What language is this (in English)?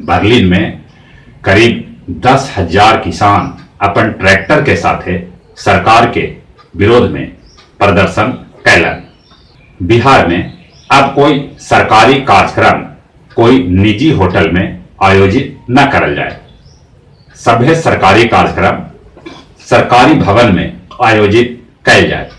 Magahi